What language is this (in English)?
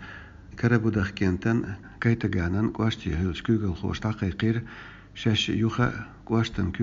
Chechen